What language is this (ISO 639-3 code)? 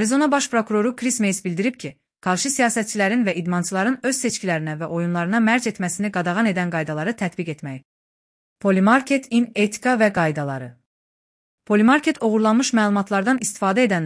aze